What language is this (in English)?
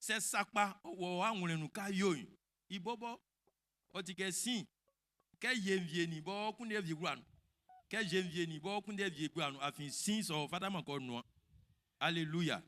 Baoulé